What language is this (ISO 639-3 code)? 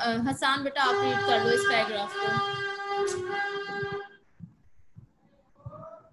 hin